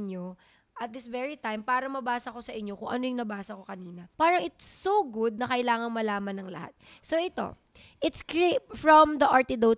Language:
Filipino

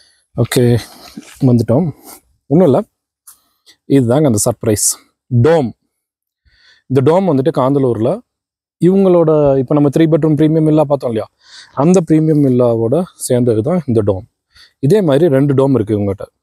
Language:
Tamil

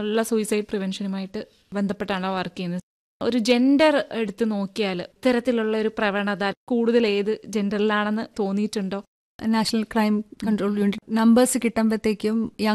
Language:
Malayalam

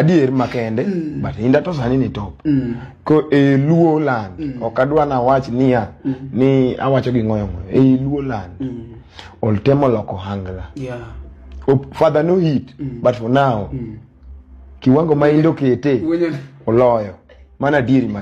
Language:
Luo (Kenya and Tanzania)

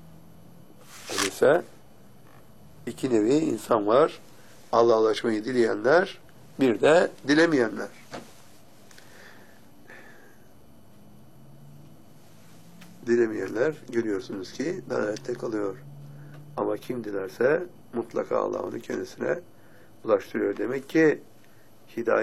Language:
Turkish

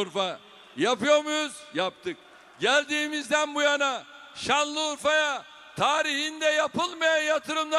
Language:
Turkish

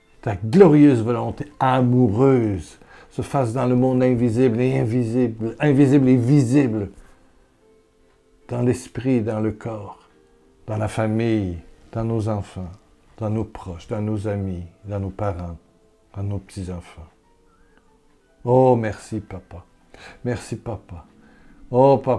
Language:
French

